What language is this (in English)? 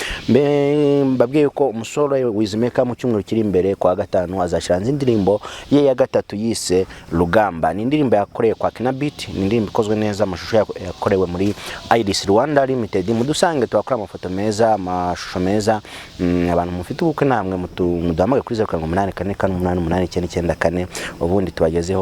Kinyarwanda